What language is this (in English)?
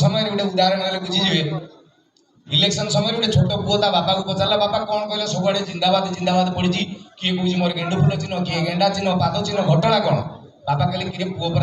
Odia